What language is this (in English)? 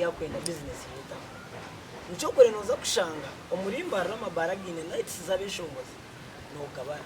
Nyankole